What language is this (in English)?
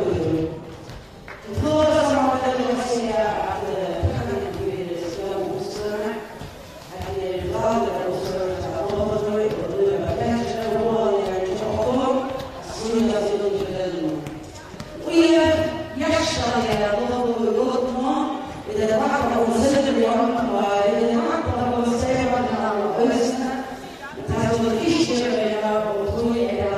Faroese